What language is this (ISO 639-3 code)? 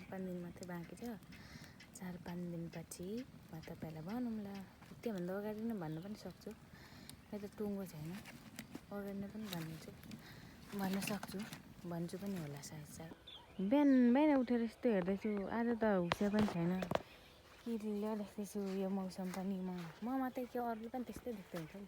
nep